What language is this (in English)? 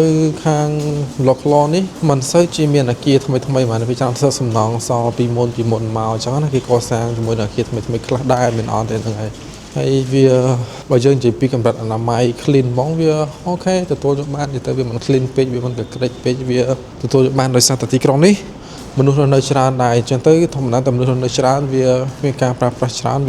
Khmer